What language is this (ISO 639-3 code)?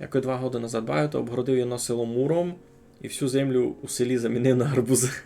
rue